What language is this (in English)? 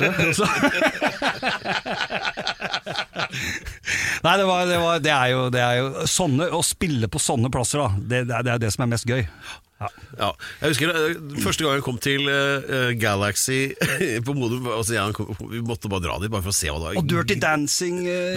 Norwegian